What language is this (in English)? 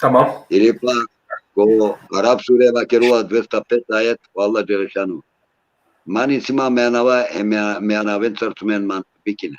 Balkan Romani